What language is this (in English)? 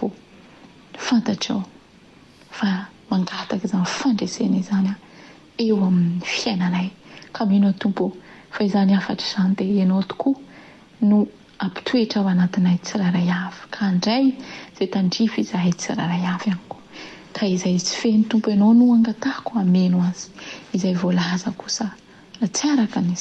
Malagasy